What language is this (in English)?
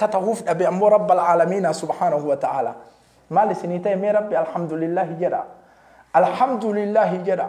Oromo